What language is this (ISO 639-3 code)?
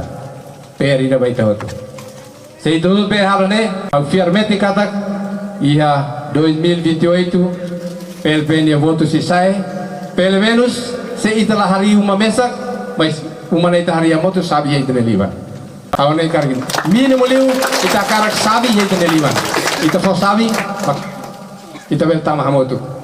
tet